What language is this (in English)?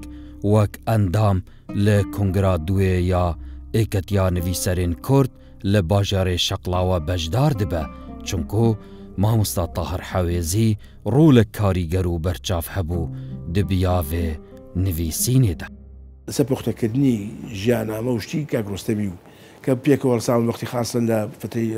Central Kurdish